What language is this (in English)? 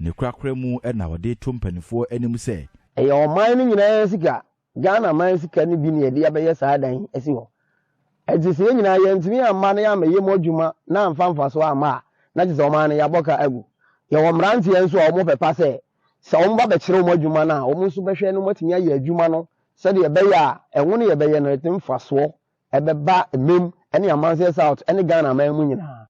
Akan